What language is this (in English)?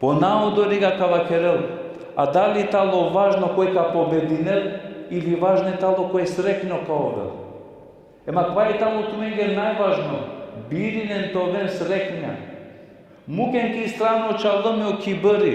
Balkan Romani